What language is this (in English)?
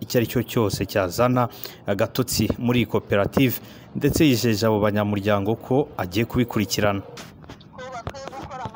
Kinyarwanda